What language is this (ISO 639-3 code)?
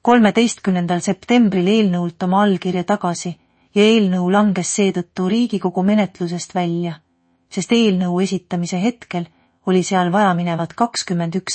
est